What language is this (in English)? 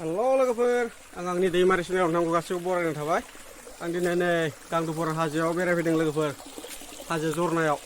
Bodo